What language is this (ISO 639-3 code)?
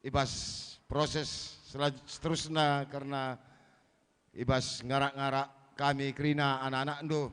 btx